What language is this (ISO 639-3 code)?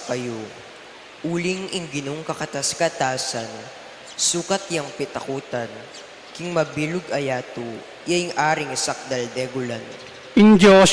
pam